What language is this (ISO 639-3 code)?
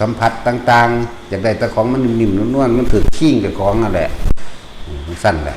tts